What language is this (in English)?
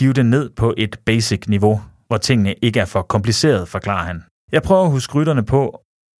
Danish